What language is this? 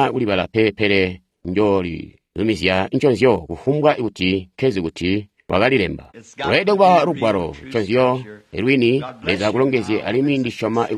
Tonga (Zambia)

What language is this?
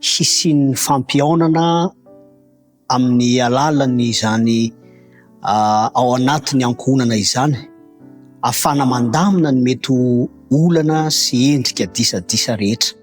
Malagasy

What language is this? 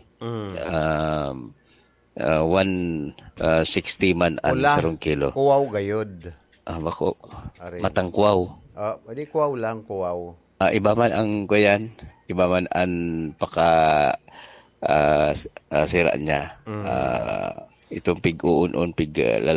Bikol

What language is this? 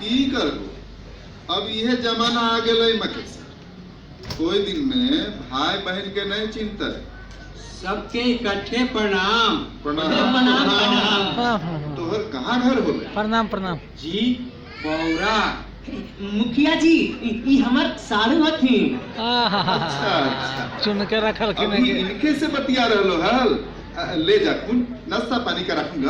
Magahi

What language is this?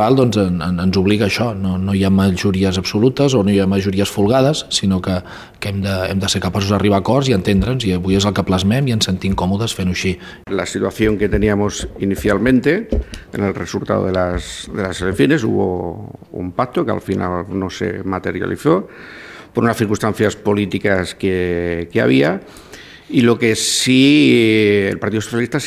Catalan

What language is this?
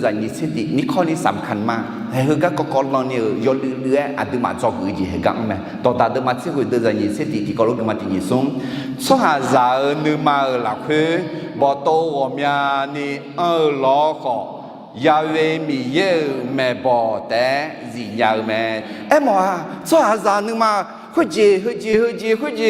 Akha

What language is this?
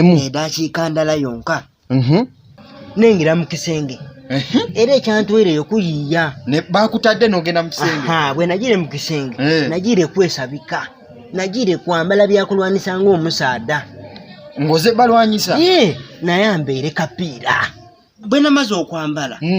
Ganda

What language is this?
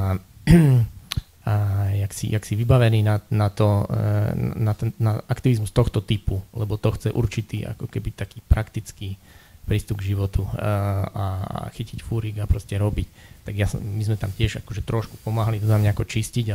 Slovak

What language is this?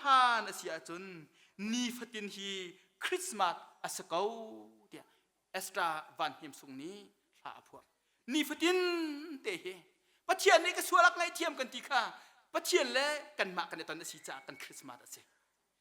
Hakha Chin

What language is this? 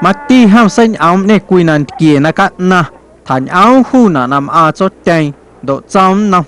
Guerrero Amuzgo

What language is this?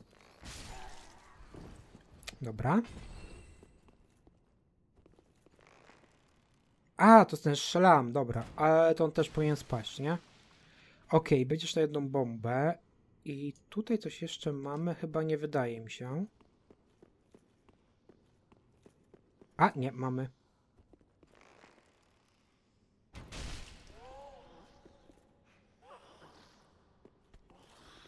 Polish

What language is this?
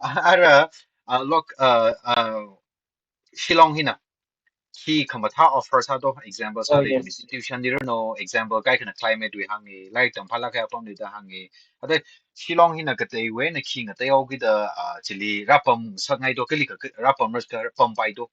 Tangkhul Naga (India)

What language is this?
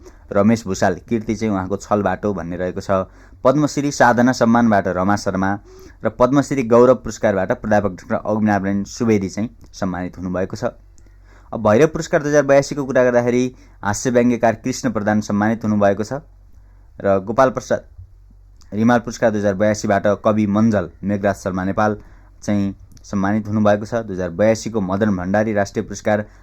Nepali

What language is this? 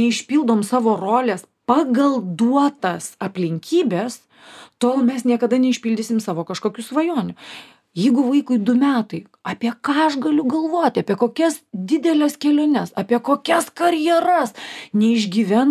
Lithuanian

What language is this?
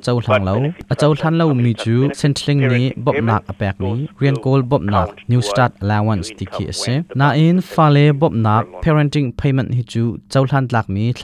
Hakha Chin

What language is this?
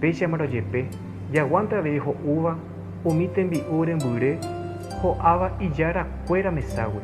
Guarani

